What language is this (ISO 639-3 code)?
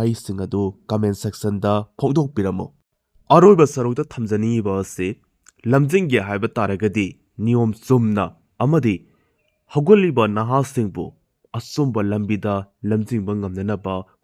mni